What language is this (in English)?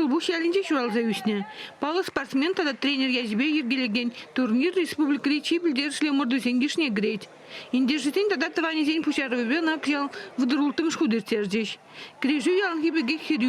Chuvash